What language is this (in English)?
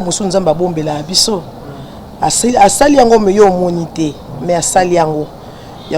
Lingala